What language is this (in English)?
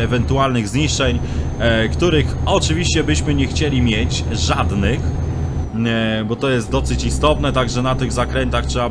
Polish